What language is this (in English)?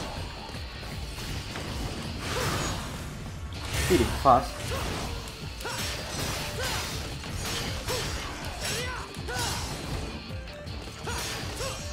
English